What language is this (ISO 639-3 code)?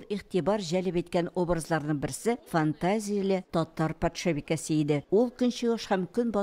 tat